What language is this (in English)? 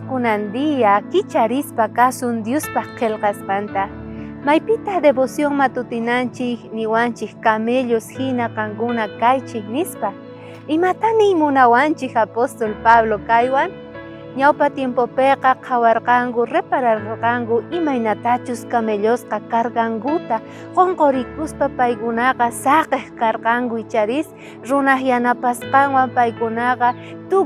South Bolivian Quechua